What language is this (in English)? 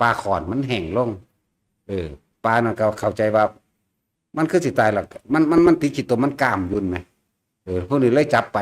Northeastern Thai